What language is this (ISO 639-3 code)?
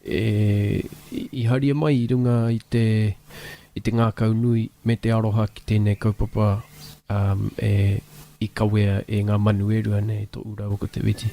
mri